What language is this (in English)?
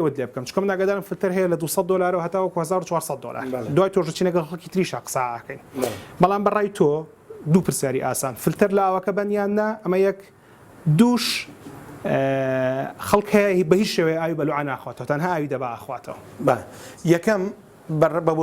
Central Kurdish